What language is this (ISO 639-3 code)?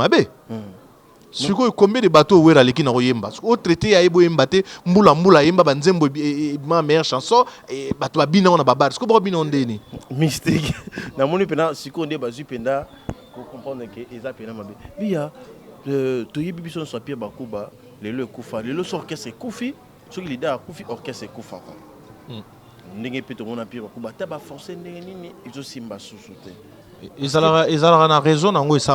lin